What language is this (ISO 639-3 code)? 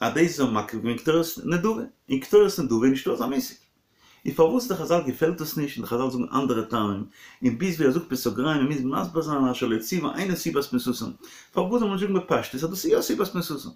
yid